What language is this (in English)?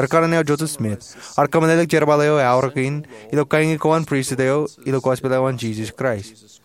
Marshallese